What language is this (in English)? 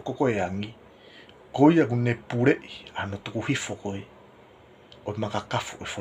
Tongan